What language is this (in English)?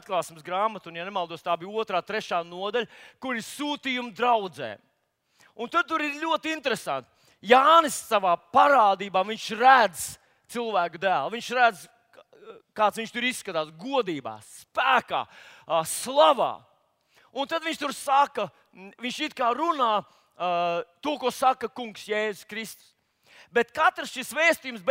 Latvian